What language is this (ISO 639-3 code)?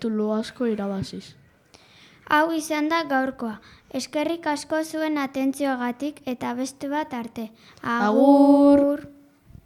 eus